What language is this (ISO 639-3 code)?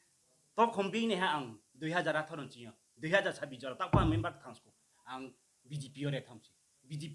ria